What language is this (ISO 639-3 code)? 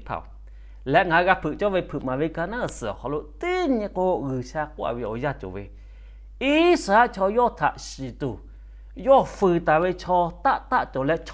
lhu